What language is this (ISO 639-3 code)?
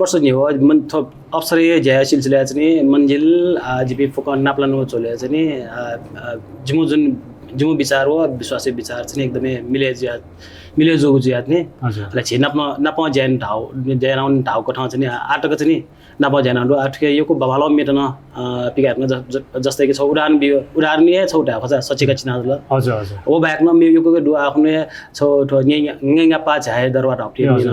new